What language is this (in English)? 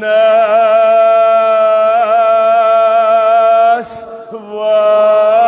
Kashmiri